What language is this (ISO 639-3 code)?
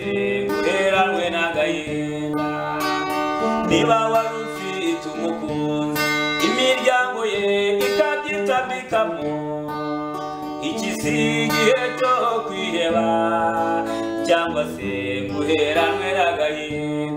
kin